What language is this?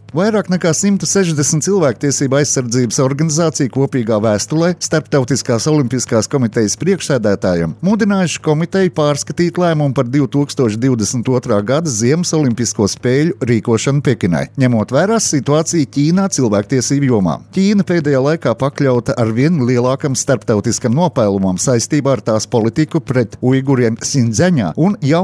Latvian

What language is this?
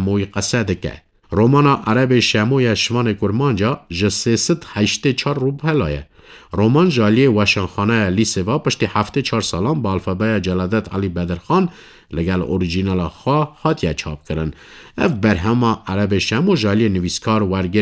Kurdish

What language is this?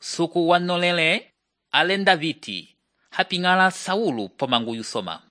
Umbundu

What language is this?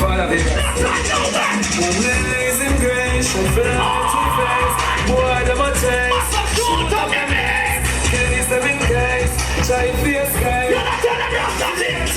Jamaican Creole English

